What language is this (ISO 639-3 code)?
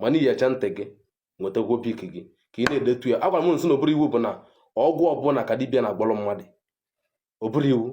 ibo